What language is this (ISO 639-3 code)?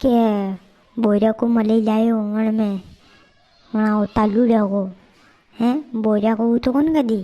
raj